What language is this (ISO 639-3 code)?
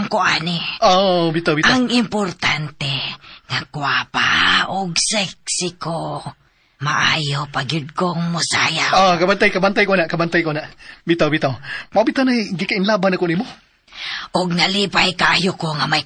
ceb